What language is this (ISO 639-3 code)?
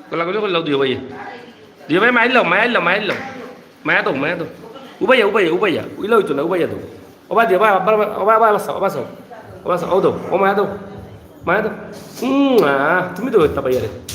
syl